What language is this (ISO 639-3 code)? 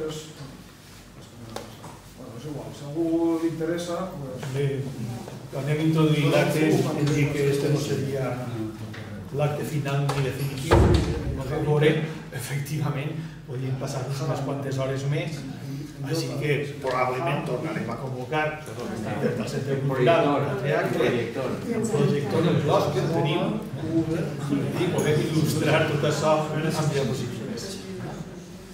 cat